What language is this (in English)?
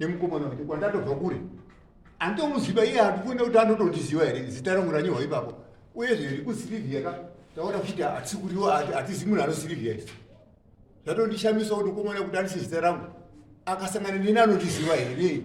Shona